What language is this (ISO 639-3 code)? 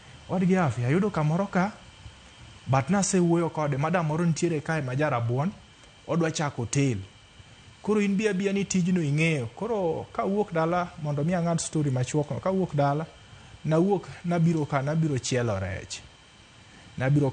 luo